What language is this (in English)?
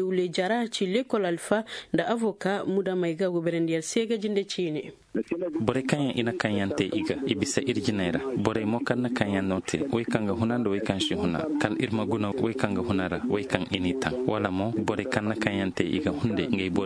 Zarma